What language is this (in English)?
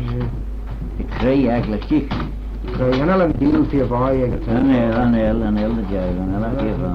Manx